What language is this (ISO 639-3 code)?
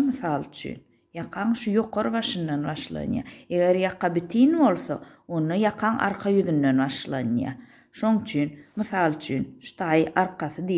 tuk